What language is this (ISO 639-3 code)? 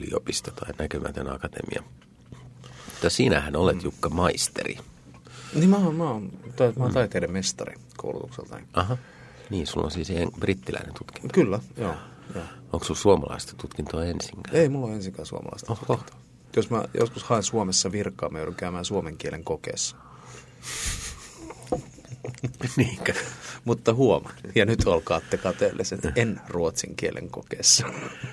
fin